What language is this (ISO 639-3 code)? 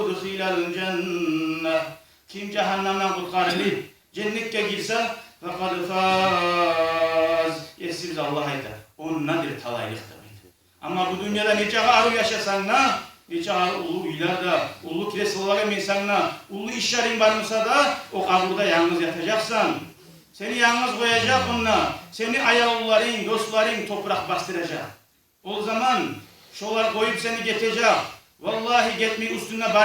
kum